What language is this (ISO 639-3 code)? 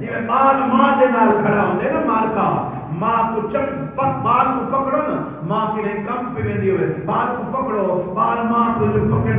skr